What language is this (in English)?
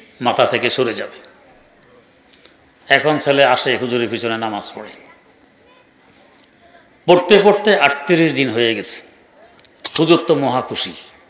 Bangla